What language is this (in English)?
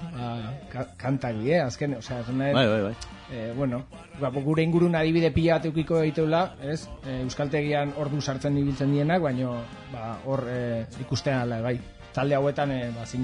Basque